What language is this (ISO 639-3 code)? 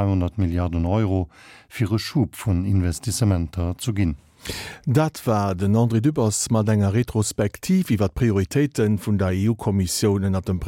ltz